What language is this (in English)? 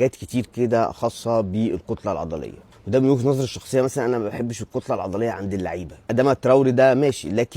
Egyptian Arabic